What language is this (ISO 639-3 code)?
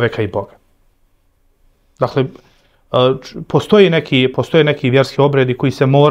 bos